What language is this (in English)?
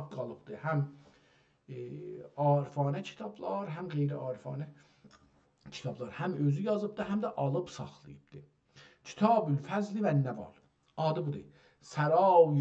South Azerbaijani